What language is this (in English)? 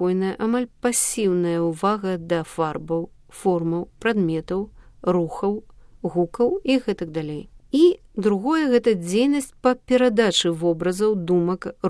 Belarusian